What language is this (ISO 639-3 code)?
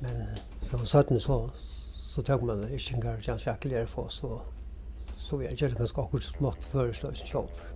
fao